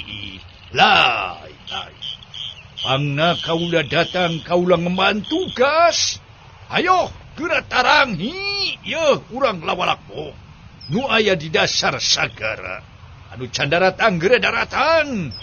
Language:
Sundanese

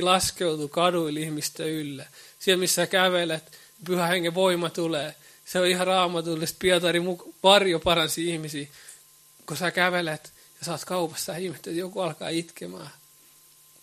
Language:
Finnish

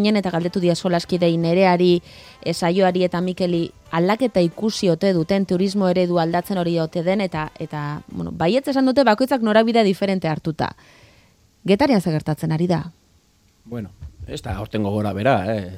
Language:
Basque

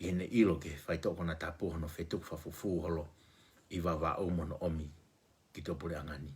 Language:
Tongan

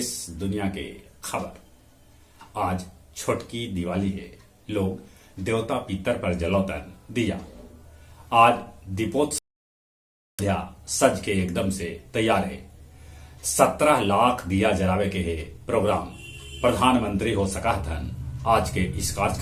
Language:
Magahi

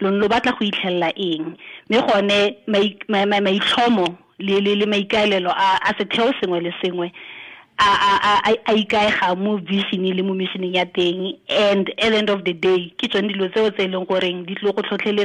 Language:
Tswana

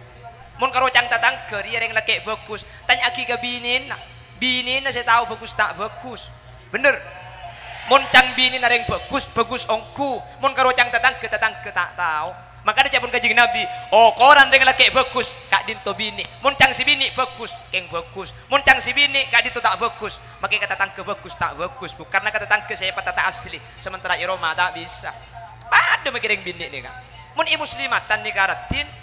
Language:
Madurese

